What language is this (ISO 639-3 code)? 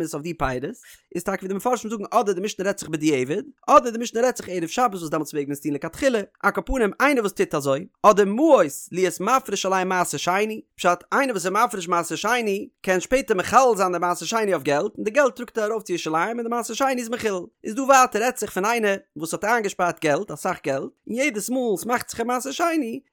yid